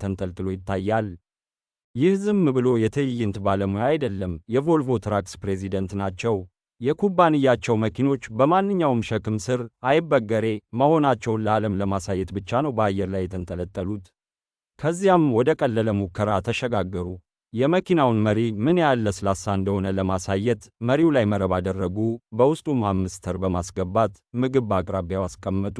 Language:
Amharic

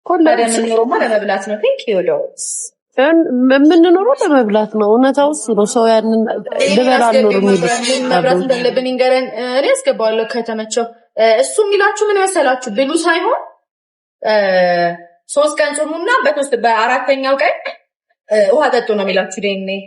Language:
Amharic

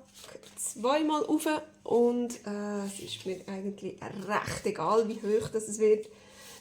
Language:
Swiss German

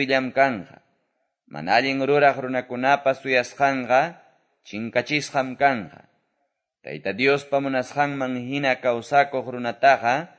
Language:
Quechua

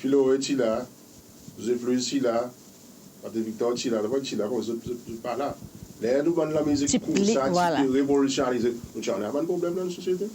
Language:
Seselwa Creole French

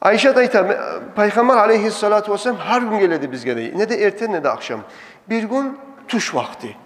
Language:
Kumyk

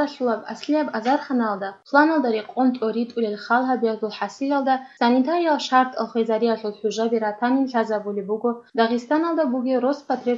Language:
Avaric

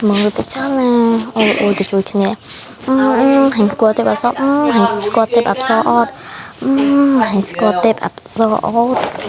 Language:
Khmer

